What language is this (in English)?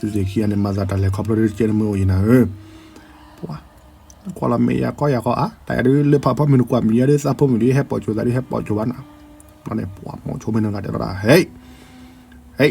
S'gaw Karen